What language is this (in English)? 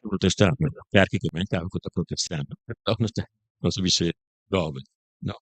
Papiamento